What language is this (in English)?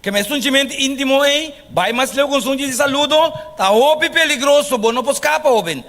Papiamento